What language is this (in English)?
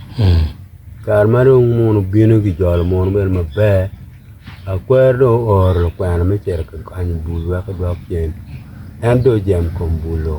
Acoli